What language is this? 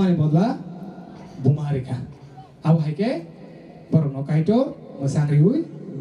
Kok Borok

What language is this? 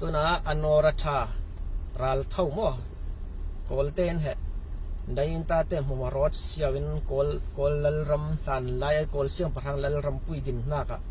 Falam Chin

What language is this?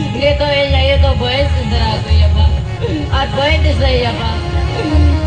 Santali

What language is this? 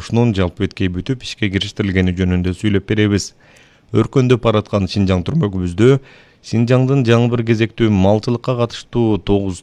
Kyrgyz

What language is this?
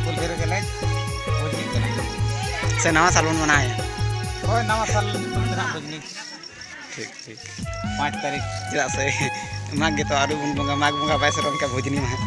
Santali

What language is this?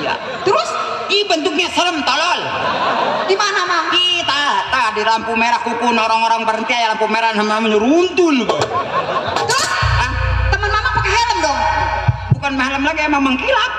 Betawi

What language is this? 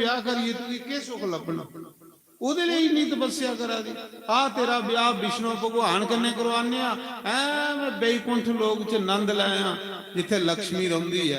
Dogri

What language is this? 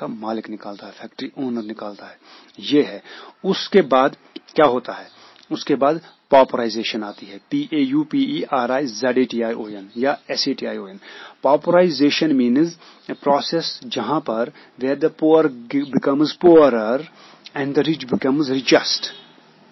Hindi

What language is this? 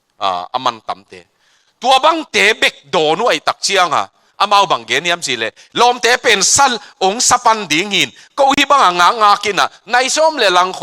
Tedim Chin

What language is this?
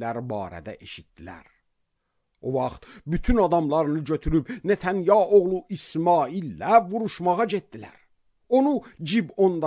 Azerbaijani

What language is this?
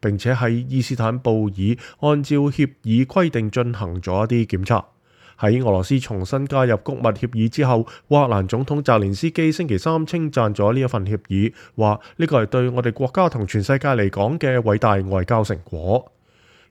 Cantonese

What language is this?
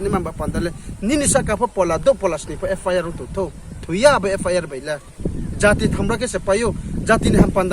Riang (India)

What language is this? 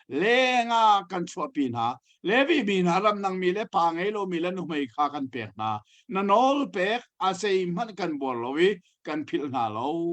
Hakha Chin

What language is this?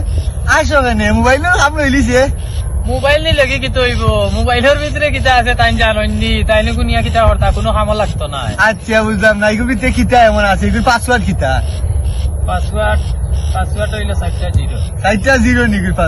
Sylheti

